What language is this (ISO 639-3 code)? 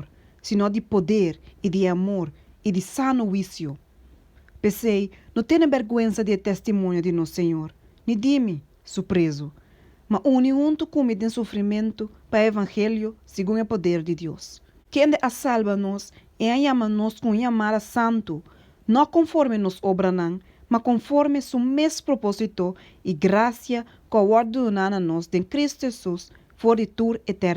pap